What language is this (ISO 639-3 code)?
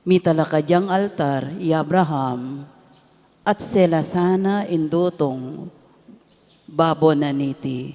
pam